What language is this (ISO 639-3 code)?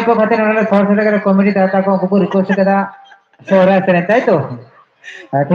sat